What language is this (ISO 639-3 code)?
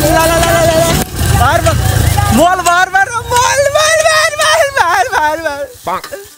kas